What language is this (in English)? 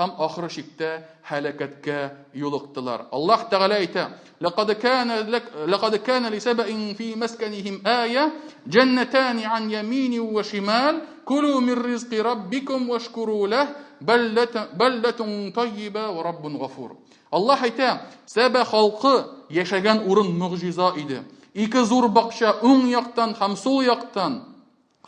Tatar